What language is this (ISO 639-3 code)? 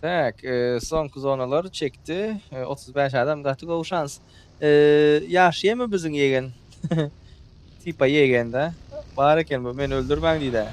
tuk